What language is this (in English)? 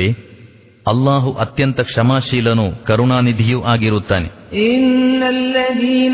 Kannada